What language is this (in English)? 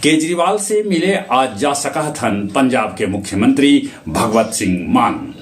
Magahi